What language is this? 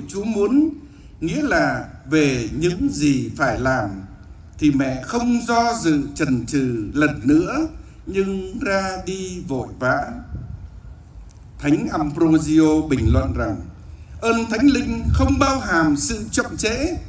Vietnamese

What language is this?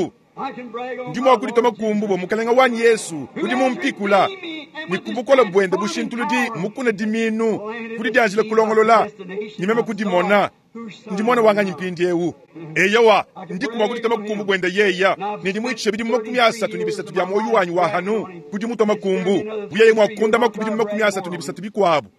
Luba-Lulua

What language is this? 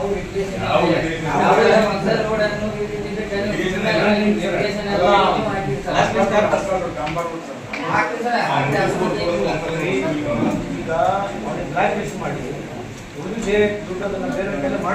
Kannada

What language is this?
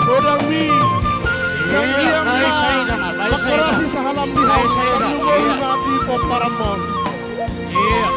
Batak Toba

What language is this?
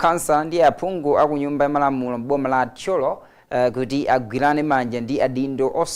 Nyanja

